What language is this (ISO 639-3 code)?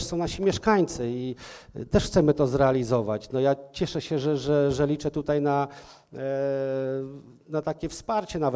pol